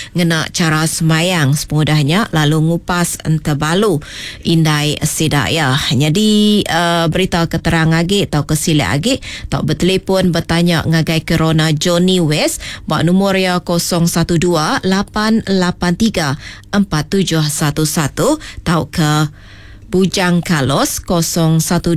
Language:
Iban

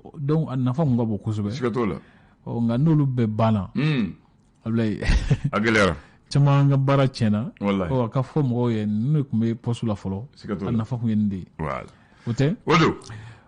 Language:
Bambara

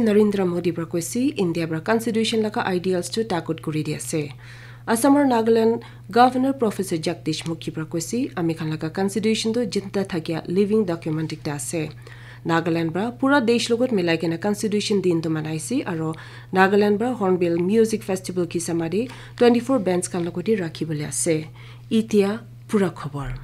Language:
Naga Pidgin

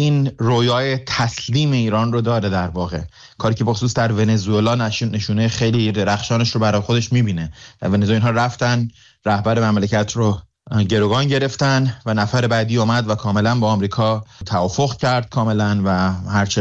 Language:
Persian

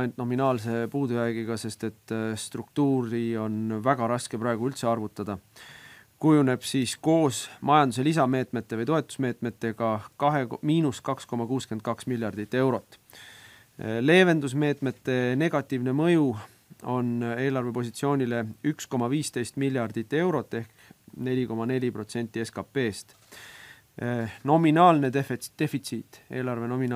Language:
Estonian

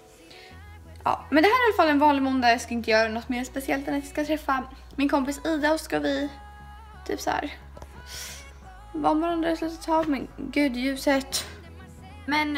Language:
Swedish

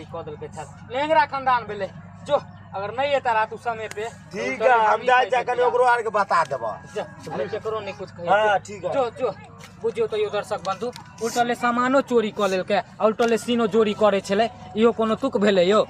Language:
Maithili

